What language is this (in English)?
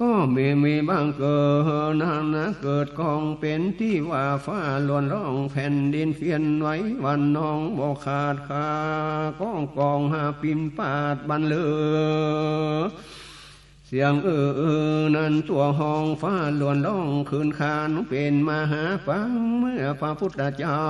Northern Thai